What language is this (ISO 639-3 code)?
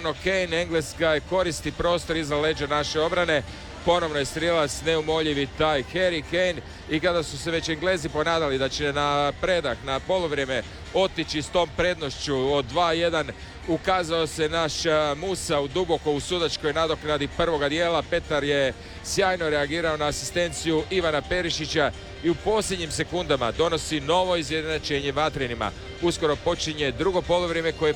hrv